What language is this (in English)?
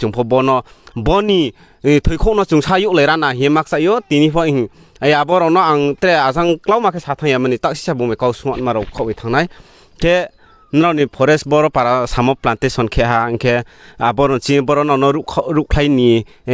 Riang (India)